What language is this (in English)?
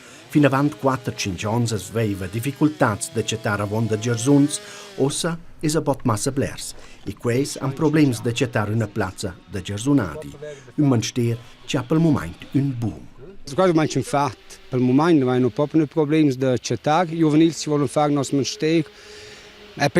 Romansh